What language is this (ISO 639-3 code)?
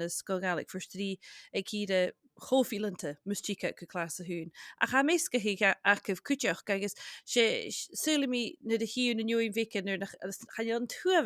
gla